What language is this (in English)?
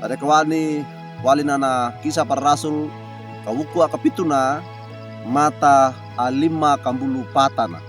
Wejewa